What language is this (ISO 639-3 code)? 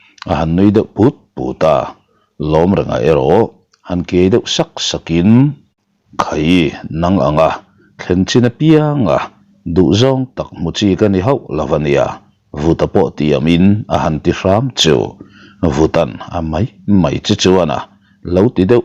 lus